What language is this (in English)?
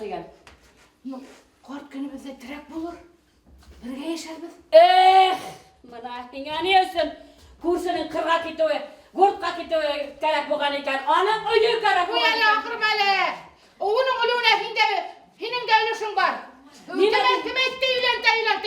Bashkir